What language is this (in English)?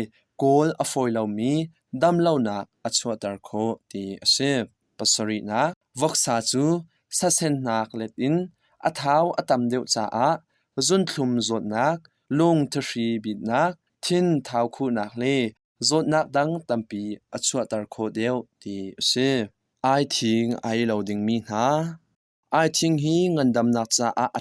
Hakha Chin